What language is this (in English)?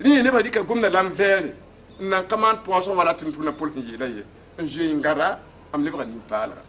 Mossi